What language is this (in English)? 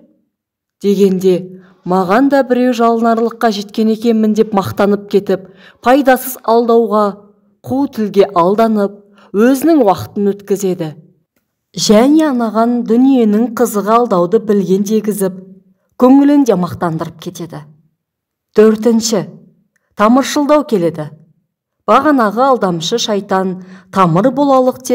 Kazakh